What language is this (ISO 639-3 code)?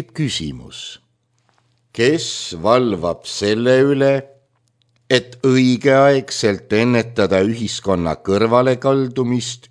est